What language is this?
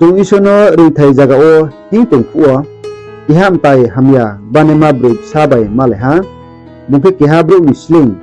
Riang (India)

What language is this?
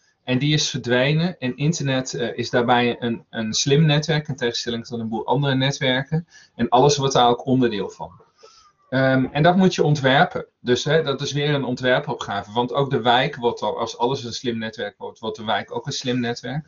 Dutch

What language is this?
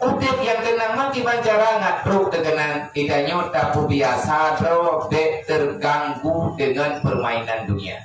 Achinese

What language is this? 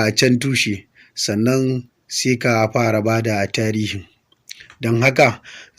Hausa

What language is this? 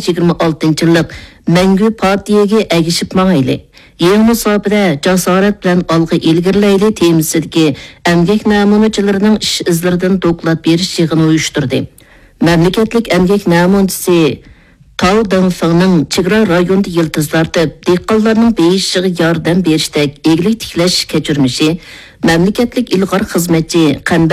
Uyghur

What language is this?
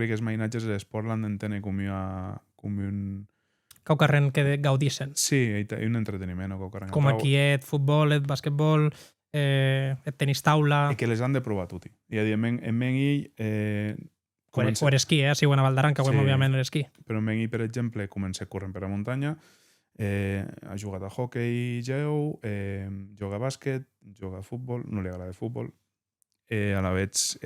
Occitan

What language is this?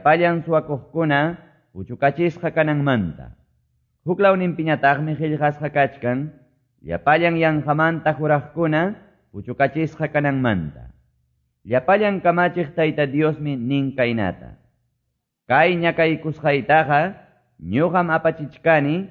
Quechua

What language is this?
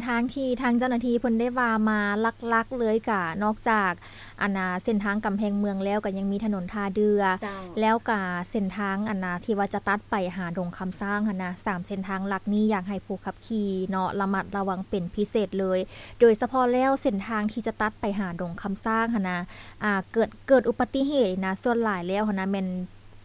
Lao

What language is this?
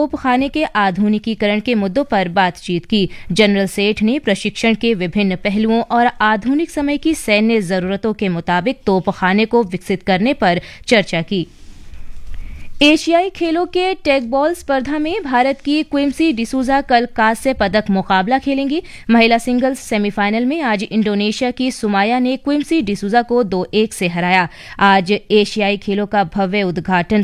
Hindi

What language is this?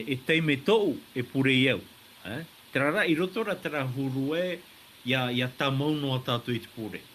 Tahitian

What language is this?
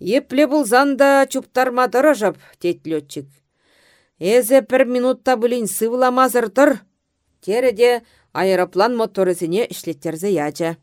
Chuvash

